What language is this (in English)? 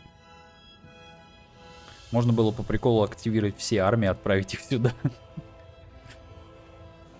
Russian